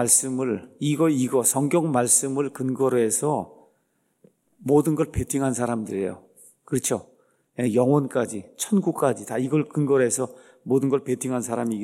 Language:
Korean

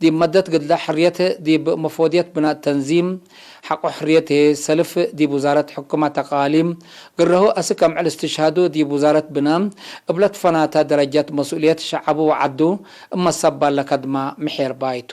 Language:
Tigre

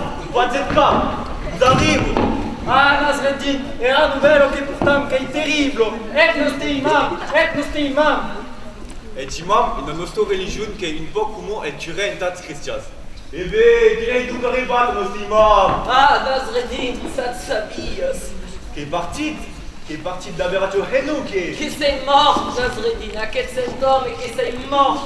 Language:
Occitan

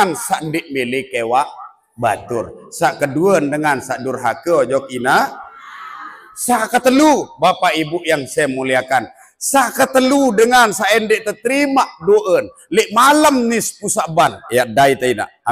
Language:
Sasak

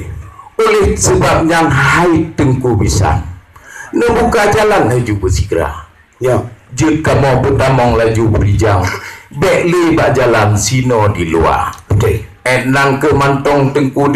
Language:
Achinese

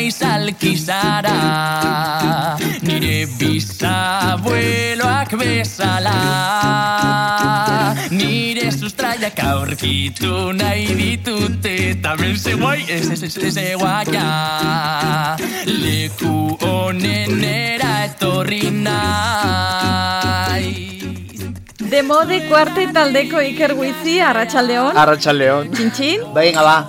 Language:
Basque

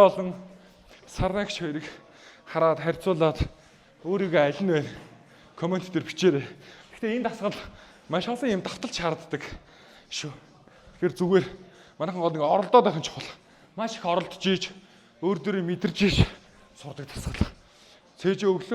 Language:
Mongolian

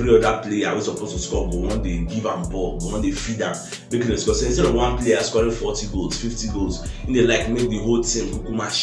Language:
Nigerian Pidgin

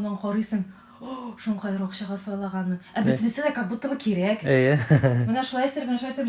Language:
Tatar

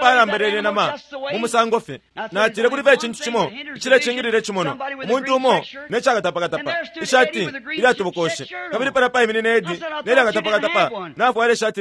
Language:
Bemba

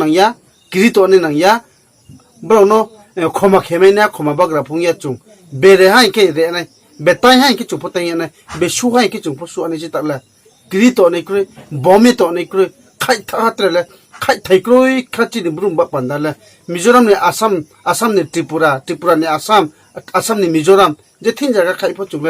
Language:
Riang (India)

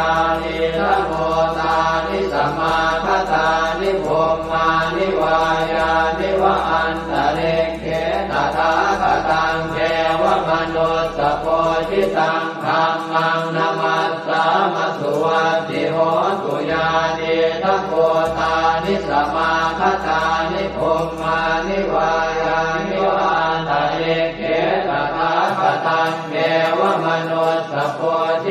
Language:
Pali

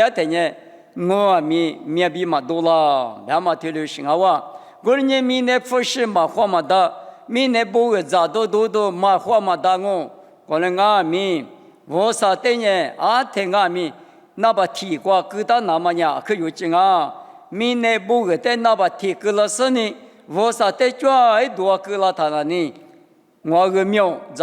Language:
Lisu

